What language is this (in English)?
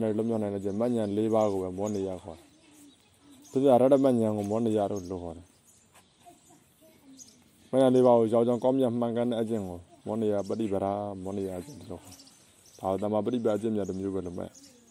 Burmese